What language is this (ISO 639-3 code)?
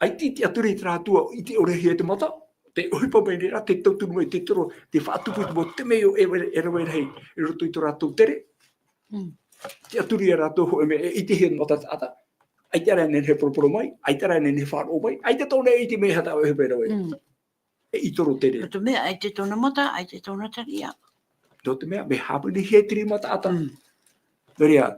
tah